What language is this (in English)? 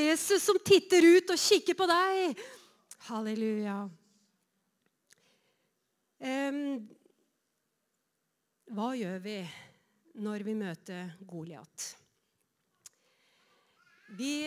Norwegian